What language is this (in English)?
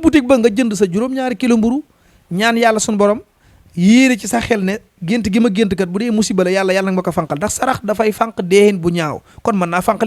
Wolof